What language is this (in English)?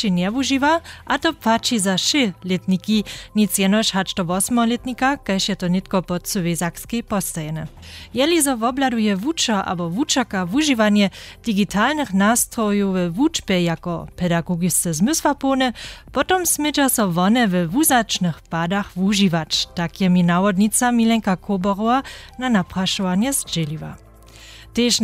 Upper Sorbian